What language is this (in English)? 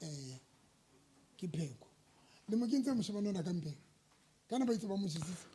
Southern Sotho